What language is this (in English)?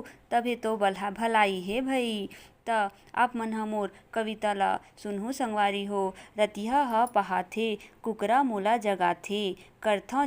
Chhattisgarhi